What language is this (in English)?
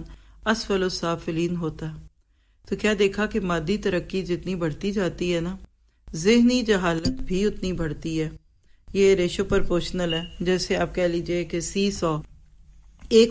Urdu